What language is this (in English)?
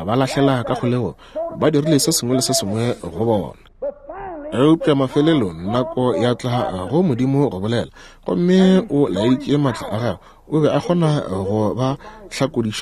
Northern Sotho